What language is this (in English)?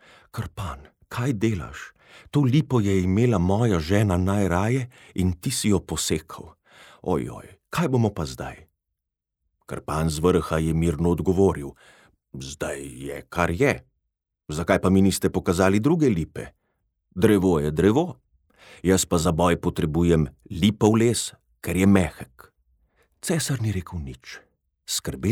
Slovenian